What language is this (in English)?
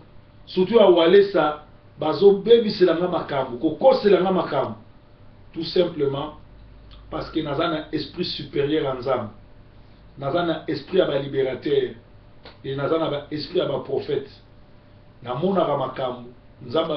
Lingala